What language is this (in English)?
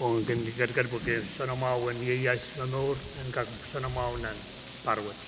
Pohnpeian